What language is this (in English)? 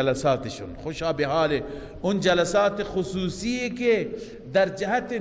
Persian